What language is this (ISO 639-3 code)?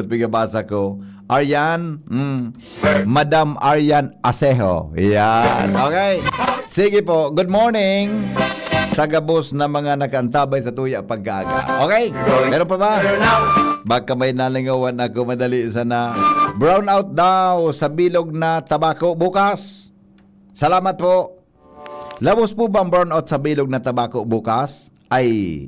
bik